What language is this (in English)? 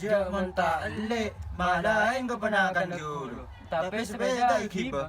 Madurese